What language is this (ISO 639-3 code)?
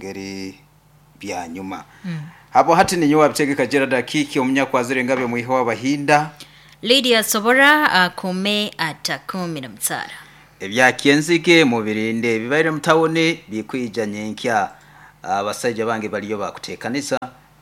nyo